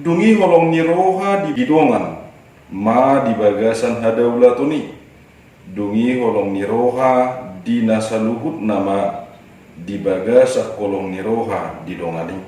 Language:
Batak Toba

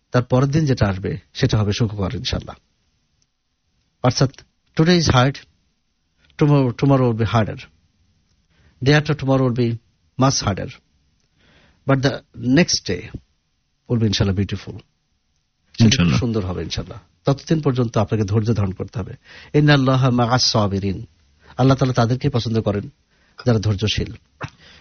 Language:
Bangla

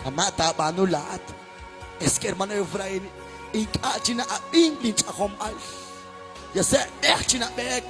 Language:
Kekchí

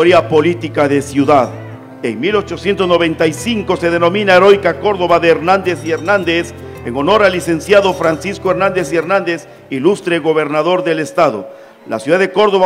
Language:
Spanish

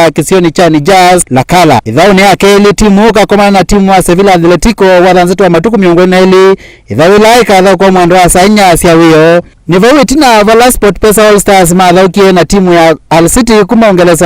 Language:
Kamba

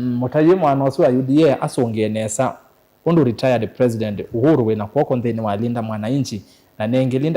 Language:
Kamba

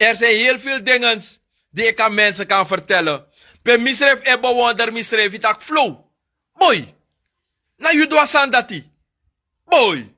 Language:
Sranan Tongo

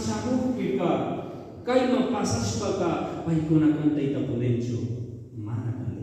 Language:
Chimborazo Highland Quichua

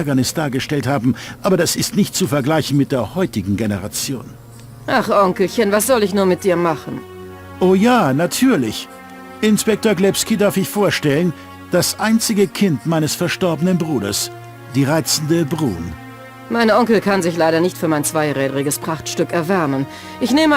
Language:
Bavarian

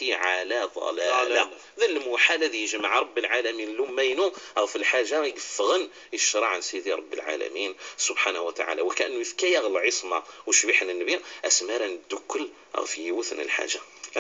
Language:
Moroccan Arabic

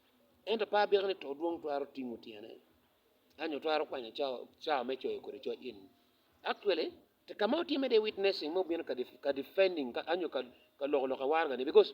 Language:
Acoli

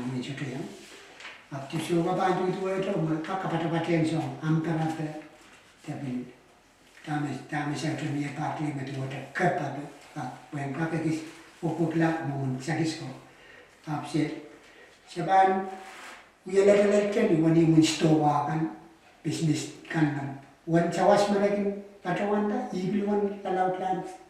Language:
Pohnpeian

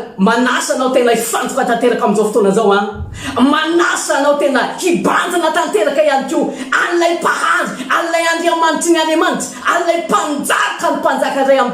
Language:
Malagasy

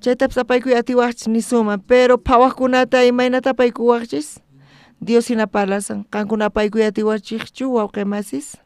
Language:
South Bolivian Quechua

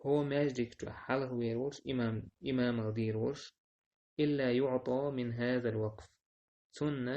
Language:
Chechen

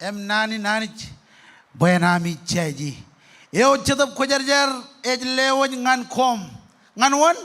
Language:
Marshallese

